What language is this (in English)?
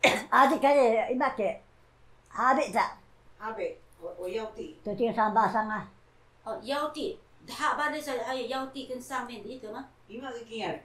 Taroko